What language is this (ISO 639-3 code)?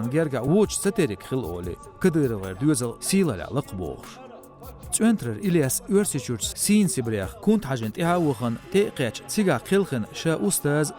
che